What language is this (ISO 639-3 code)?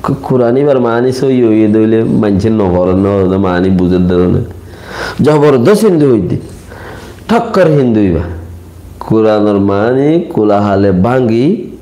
rhg